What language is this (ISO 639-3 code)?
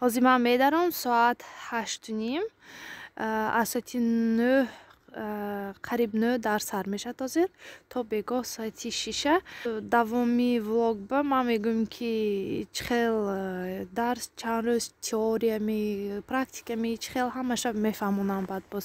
tgk